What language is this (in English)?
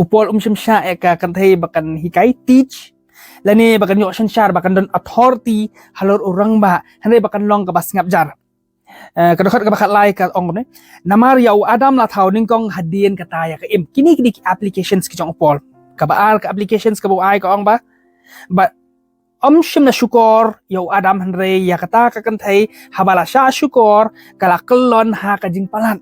Khasi